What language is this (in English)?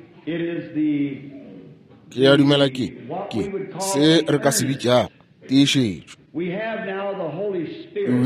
Northern Sotho